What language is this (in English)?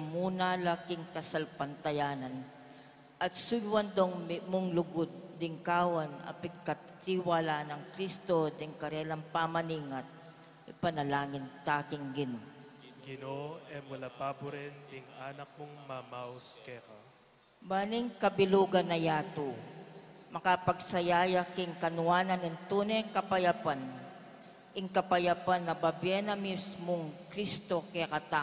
Pampanga